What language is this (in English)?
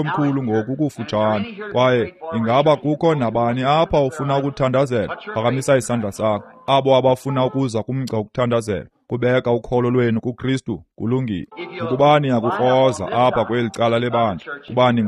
Xhosa